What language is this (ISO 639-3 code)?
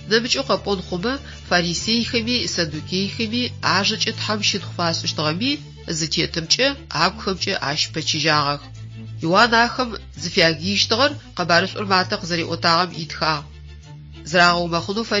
ady